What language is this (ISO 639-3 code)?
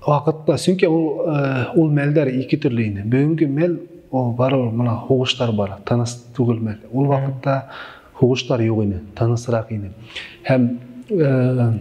bak